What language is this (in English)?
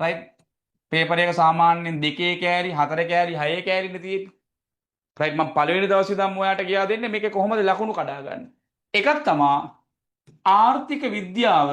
Sinhala